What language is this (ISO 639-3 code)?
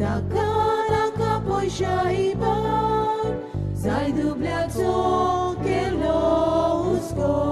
kok